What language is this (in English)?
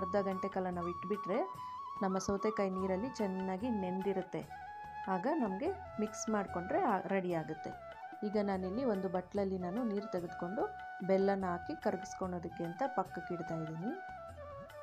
Kannada